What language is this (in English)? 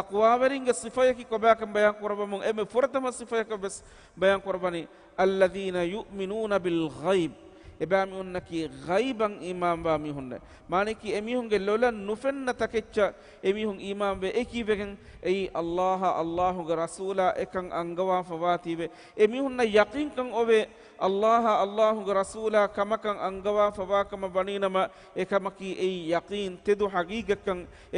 Divehi